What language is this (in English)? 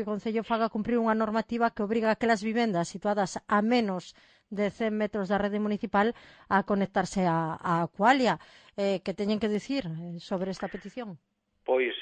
Galician